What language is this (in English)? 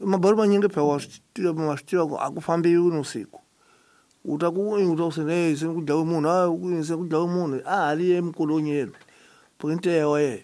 Tsonga